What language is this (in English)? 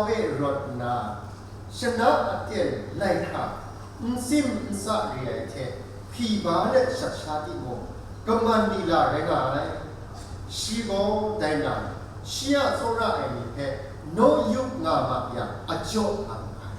Kachin